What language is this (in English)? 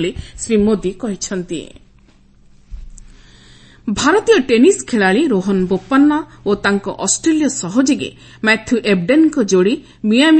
Odia